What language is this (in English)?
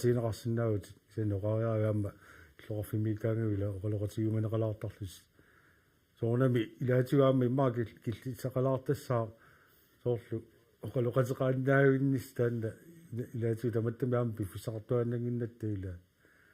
Kalaallisut